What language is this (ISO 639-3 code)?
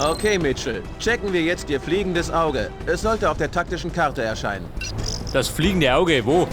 bar